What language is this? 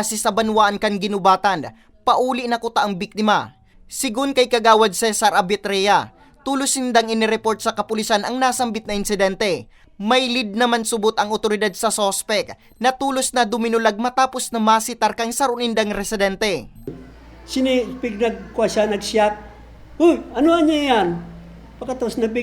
Bikol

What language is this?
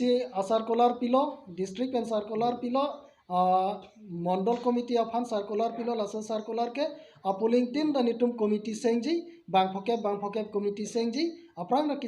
Karbi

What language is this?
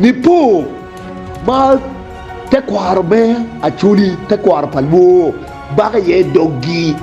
Acoli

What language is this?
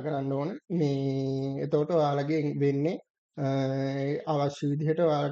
Sinhala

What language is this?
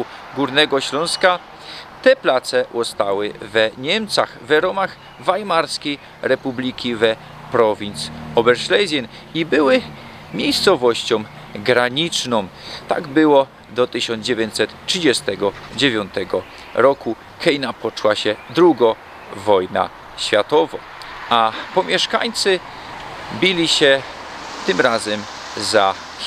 Silesian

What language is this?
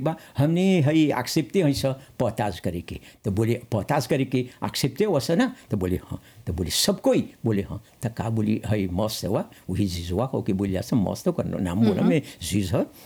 Bhojpuri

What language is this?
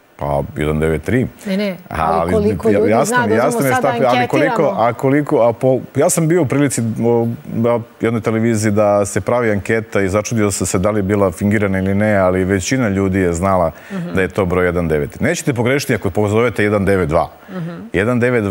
Serbian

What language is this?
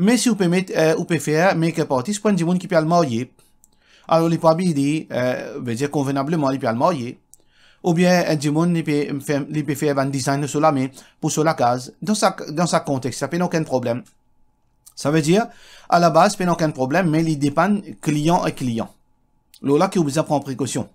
Morisyen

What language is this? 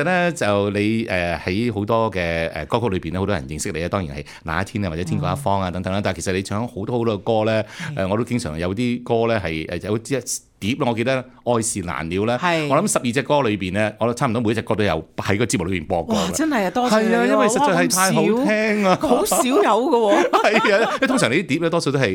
Cantonese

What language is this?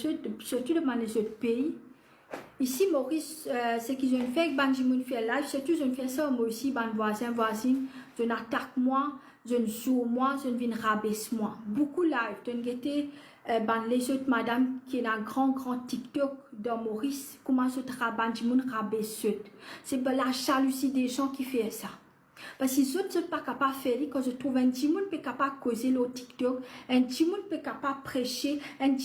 Morisyen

